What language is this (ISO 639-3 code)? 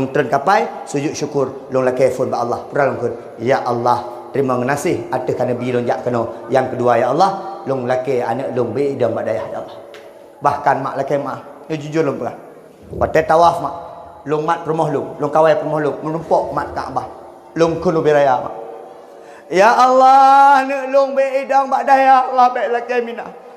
ace